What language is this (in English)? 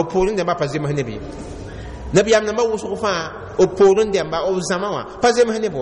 Mossi